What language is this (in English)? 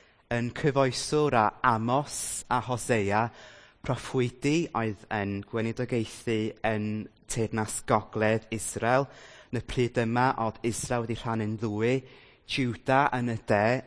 Welsh